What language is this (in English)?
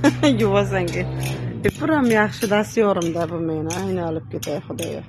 Uzbek